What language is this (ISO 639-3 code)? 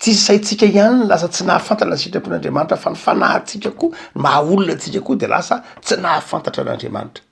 mlg